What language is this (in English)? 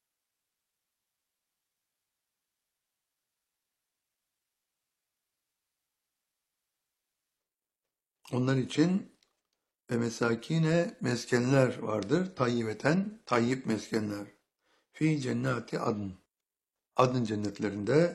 Turkish